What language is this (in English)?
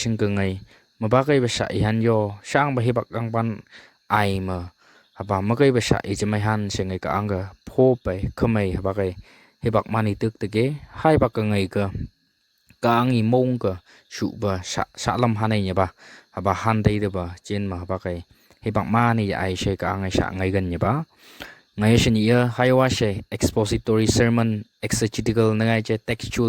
Phom Naga